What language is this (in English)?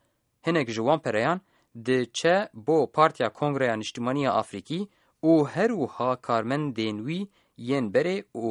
Kurdish